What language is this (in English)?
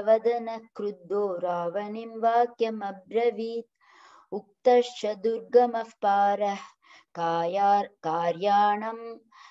Sanskrit